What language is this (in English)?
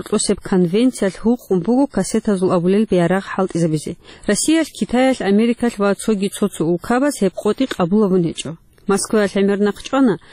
Avaric